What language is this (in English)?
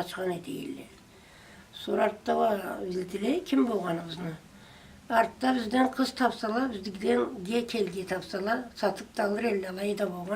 Karachay-Balkar